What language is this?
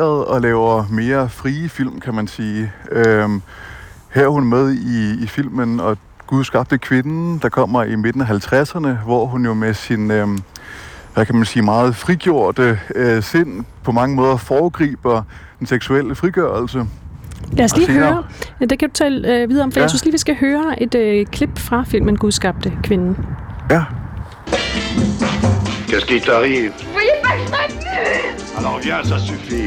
Danish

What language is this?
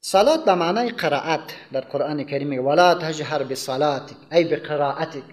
Persian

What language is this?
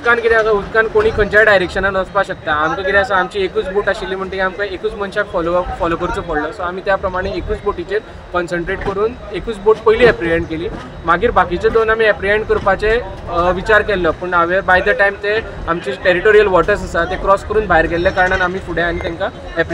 Konkani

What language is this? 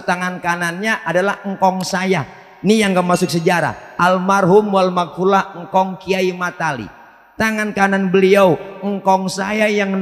Betawi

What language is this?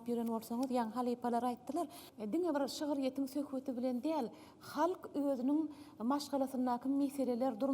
Turkmen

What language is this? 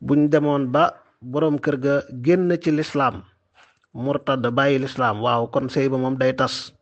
Wolof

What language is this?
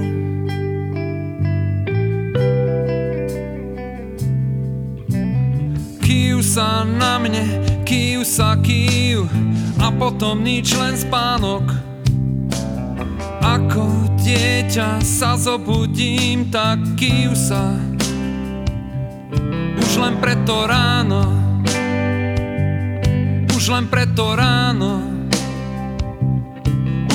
Slovak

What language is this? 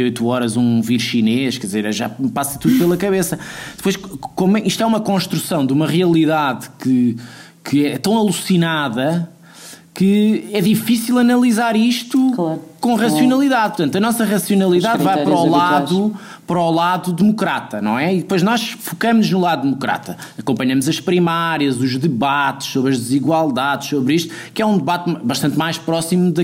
Portuguese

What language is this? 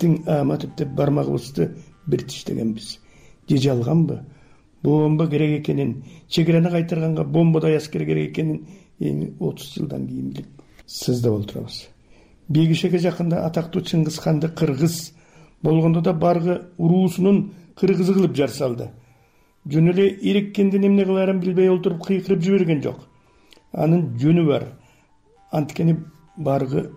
Kyrgyz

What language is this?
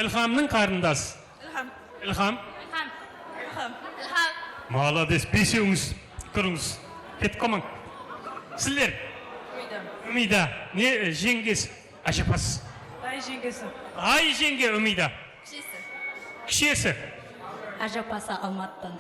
Kara-Kalpak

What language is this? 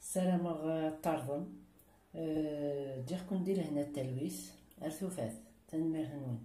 Kabyle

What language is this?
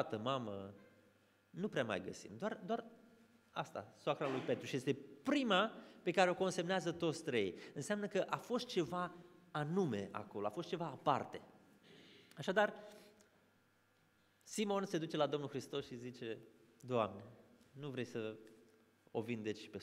Romanian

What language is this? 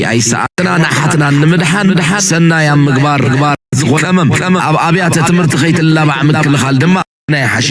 Tigrinya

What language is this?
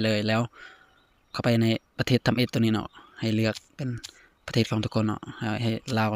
Lao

